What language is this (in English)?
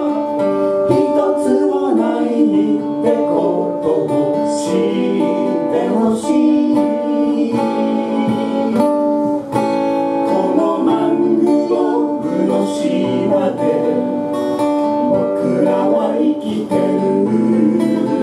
Japanese